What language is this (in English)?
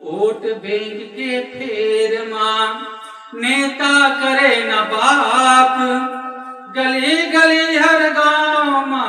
Chhattisgarhi